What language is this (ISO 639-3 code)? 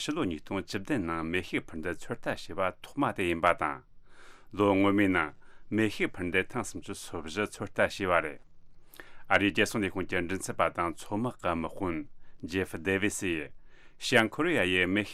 bod